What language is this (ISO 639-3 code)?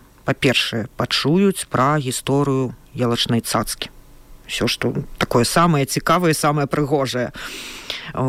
bel